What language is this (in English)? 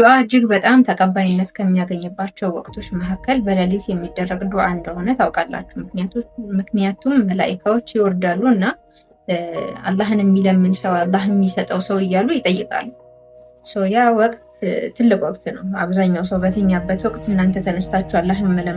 Amharic